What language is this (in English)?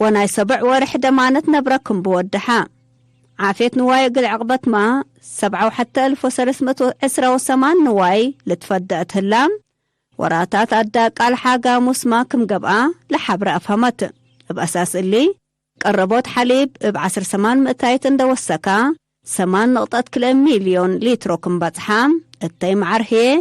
Tigre